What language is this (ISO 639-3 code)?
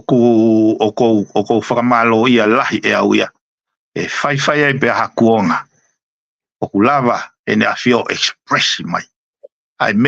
ton